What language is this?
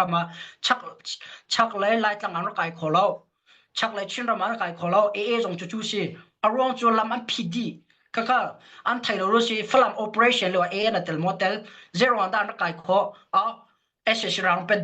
Hakha Chin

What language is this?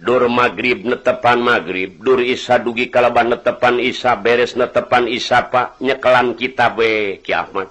Sundanese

